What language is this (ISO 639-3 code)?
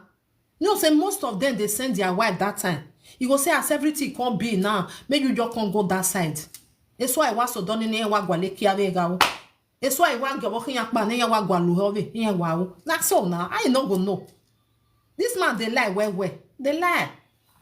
pcm